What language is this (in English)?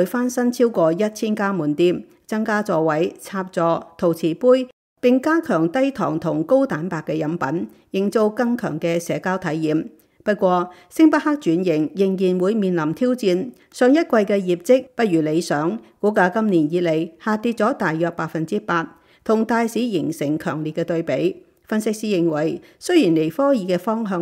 Cantonese